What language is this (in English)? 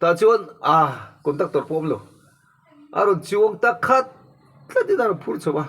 Mizo